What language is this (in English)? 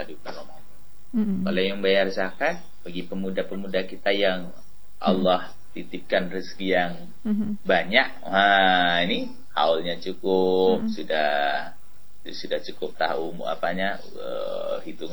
Indonesian